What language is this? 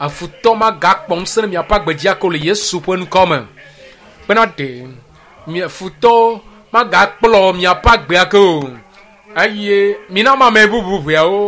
Ewe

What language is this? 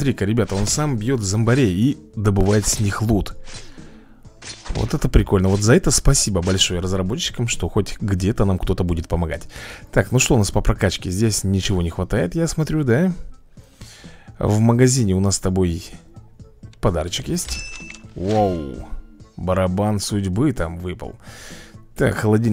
Russian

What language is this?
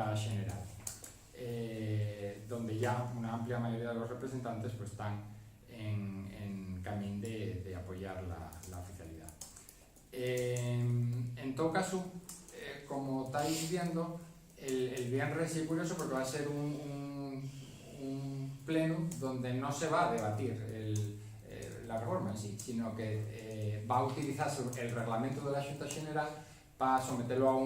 Asturian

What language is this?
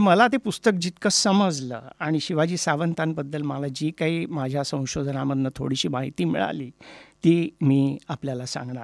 Marathi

